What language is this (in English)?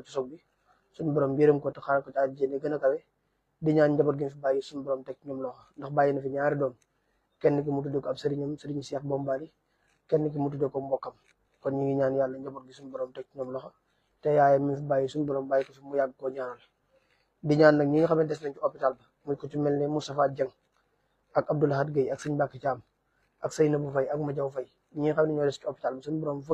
Wolof